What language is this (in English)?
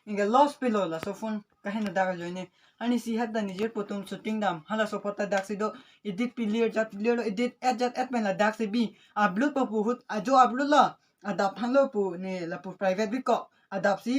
Karbi